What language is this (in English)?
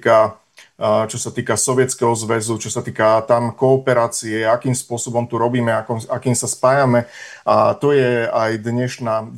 Slovak